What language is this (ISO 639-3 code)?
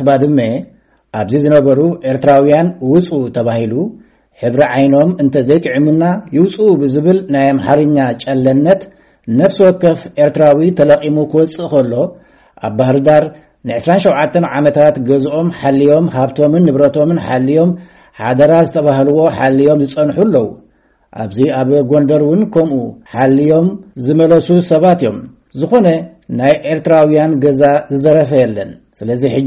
tir